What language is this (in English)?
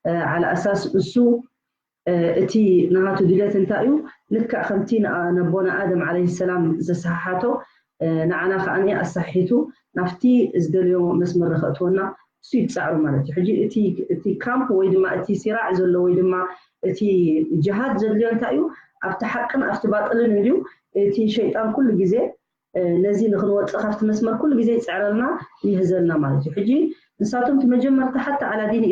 Tigrinya